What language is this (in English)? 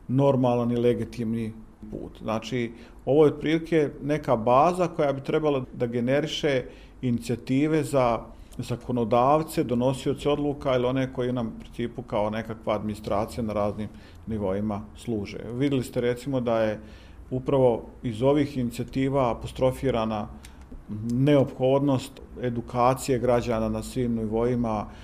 Bosnian